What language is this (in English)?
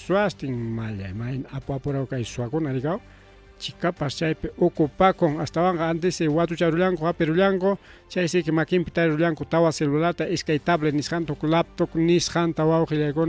Ayacucho Quechua